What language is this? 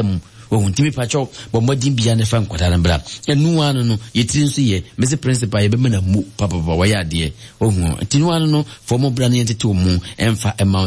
Akan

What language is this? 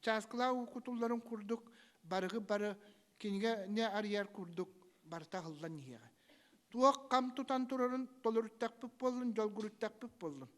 Yakut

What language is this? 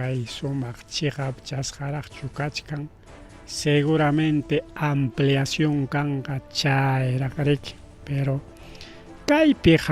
Ayacucho Quechua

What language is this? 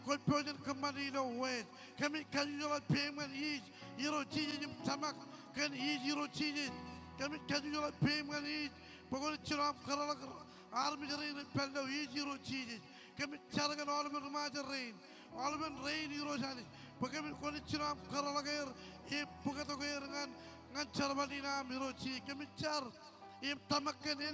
Marshallese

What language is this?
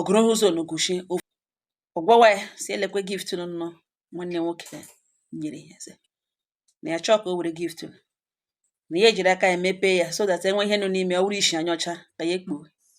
Igbo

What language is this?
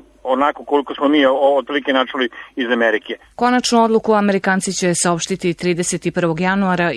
Serbian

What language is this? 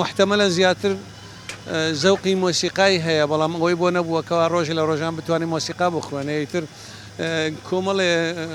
Central Kurdish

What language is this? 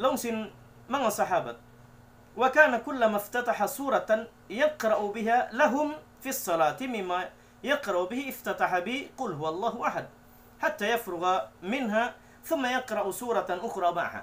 Tausug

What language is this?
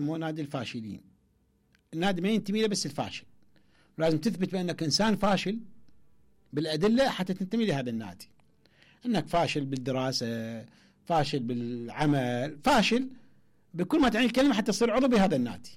Mesopotamian Arabic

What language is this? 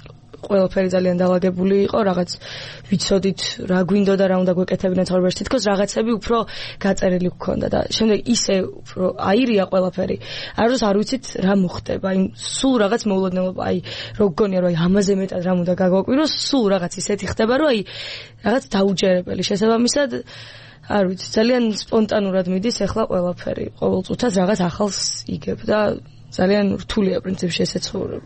Georgian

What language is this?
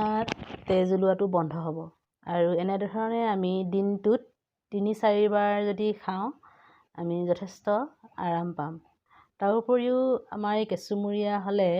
Assamese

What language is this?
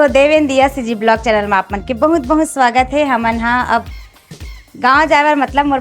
Chhattisgarhi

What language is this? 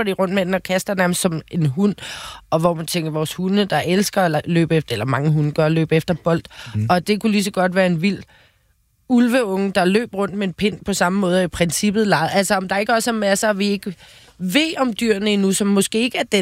Danish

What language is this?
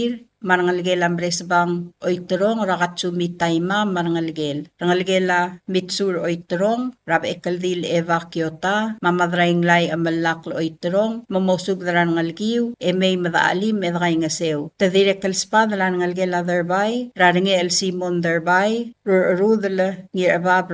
Palauan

